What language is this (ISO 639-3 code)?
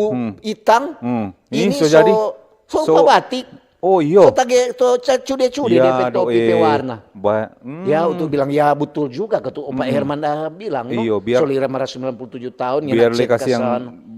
xmm